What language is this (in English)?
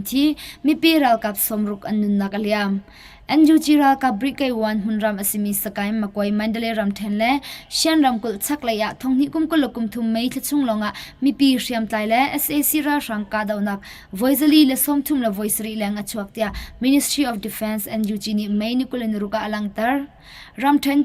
Hakha Chin